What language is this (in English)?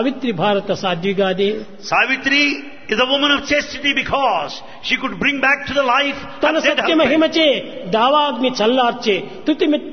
Telugu